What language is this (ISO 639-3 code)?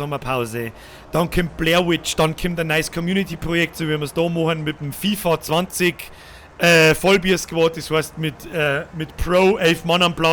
bar